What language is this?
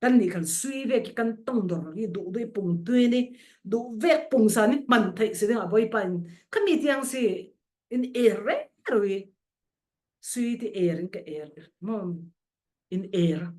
Falam Chin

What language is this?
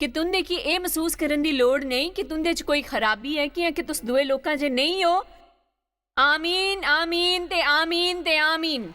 Dogri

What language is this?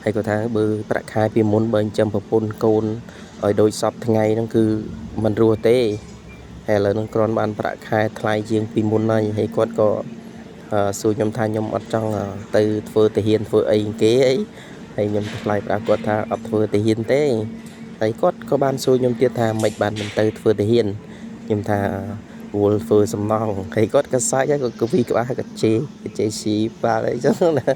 Khmer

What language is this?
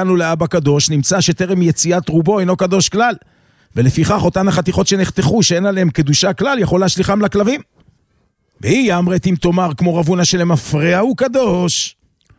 Hebrew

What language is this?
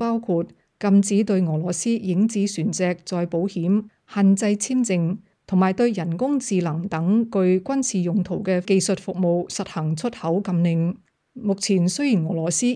Cantonese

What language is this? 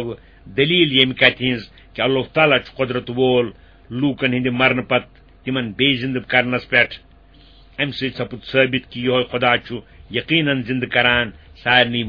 Kashmiri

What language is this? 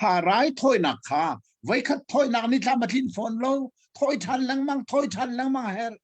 Hakha Chin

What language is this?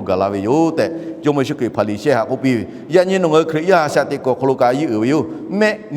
Lahu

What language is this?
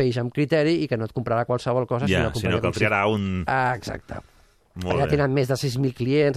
Catalan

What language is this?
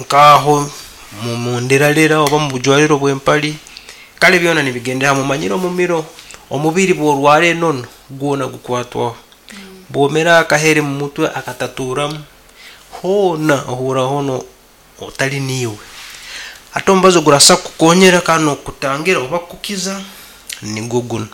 Nyankole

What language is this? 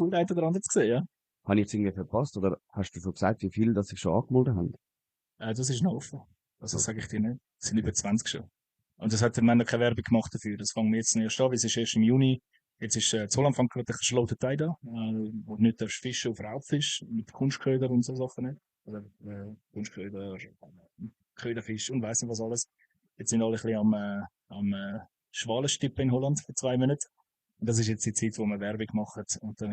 Swiss German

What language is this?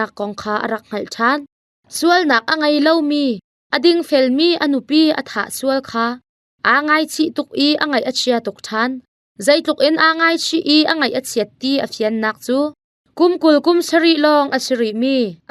Hakha Chin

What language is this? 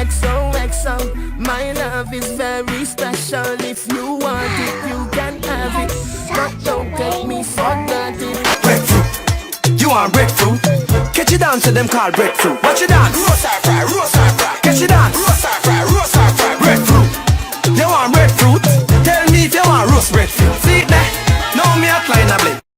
Jamaican Creole English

